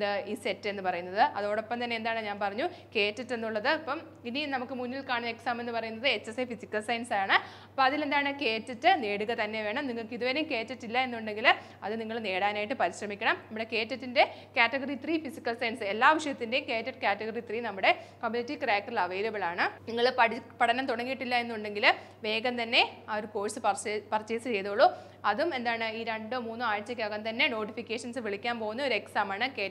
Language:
Malayalam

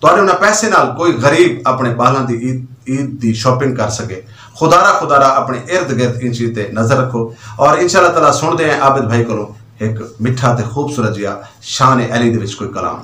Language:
Saraiki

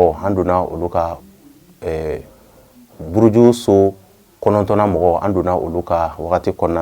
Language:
Bambara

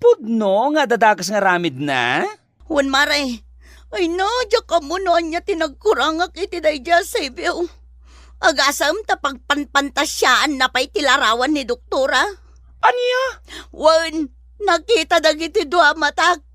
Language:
Iloko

